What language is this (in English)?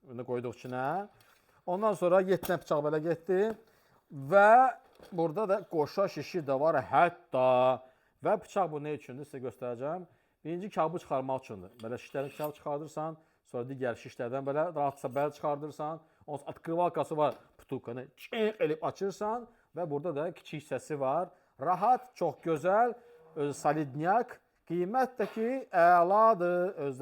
Azerbaijani